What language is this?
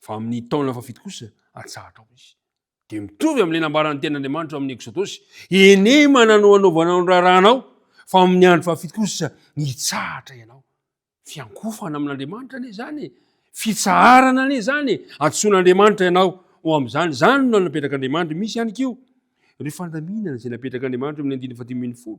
Malagasy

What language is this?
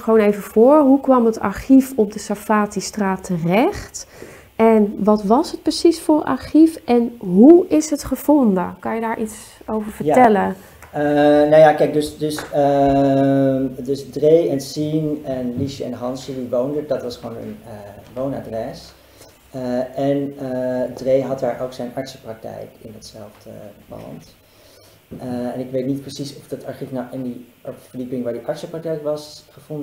Dutch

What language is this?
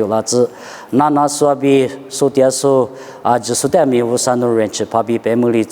Lisu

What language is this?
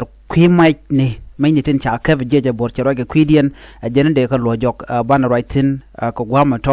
Nuer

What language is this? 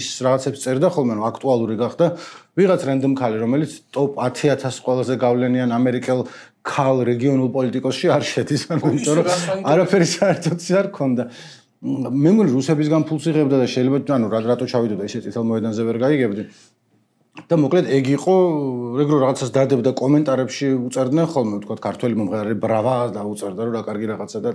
Georgian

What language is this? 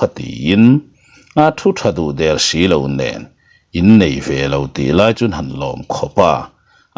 Mizo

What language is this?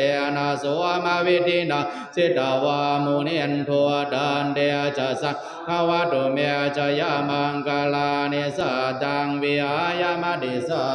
Pali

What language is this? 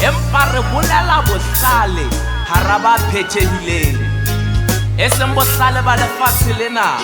Southern Sotho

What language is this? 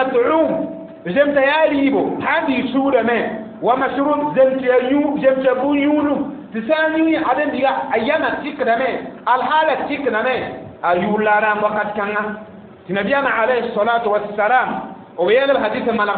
Mossi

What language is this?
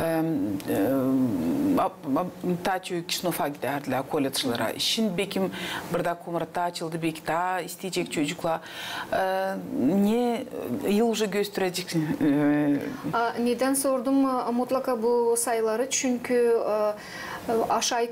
Gagauz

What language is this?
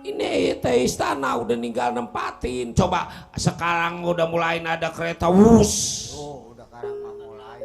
Betawi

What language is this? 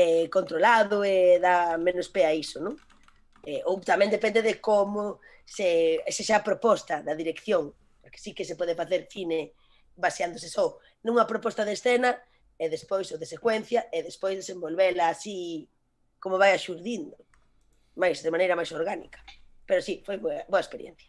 Galician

